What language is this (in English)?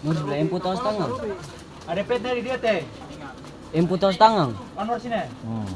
Ambonese Malay